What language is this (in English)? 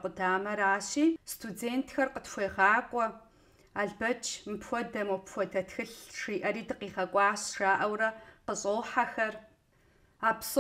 Kabardian